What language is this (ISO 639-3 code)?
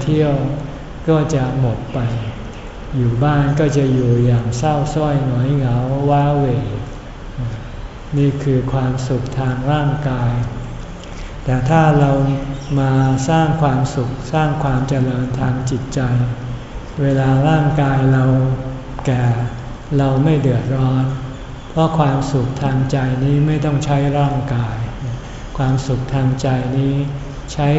tha